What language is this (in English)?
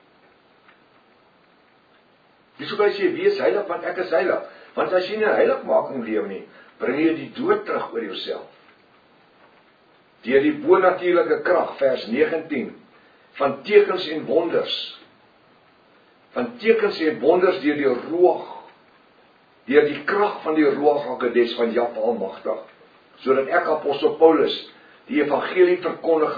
Afrikaans